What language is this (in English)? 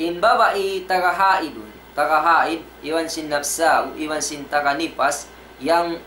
Tausug